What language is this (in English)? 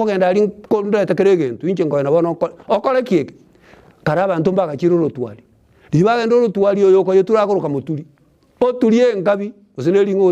Gusii